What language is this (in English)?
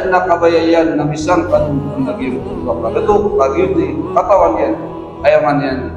Maranao